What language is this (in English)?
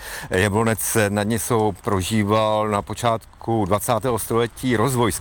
Czech